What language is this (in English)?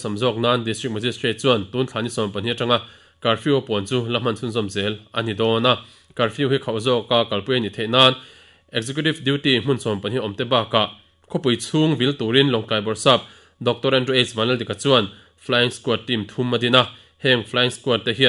Mizo